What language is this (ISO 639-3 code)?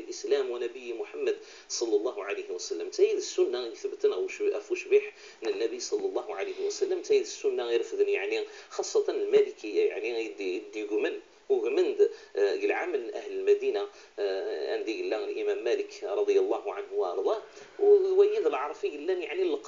kab